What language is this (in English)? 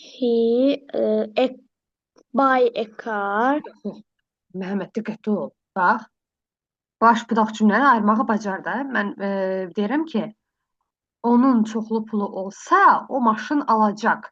Azerbaijani